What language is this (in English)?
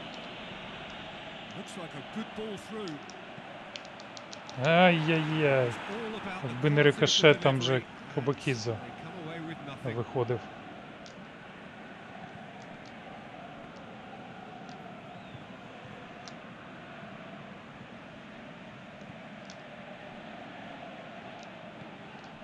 Ukrainian